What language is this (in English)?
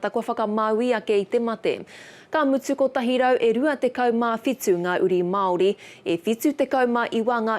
Māori